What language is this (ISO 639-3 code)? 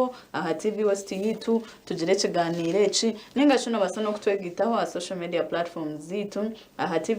nyn